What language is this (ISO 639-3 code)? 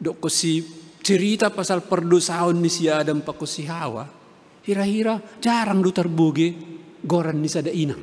bts